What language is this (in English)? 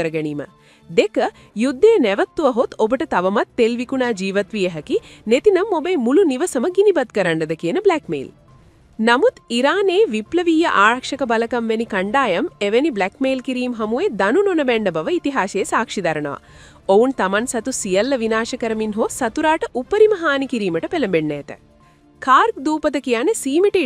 Sinhala